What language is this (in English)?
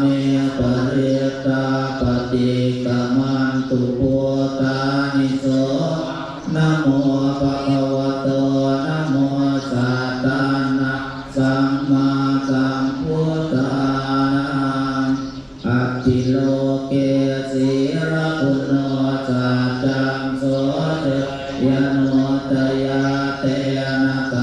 Pali